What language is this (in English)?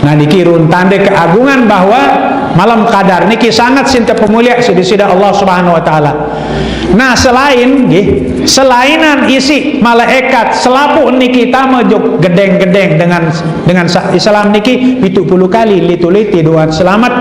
Sasak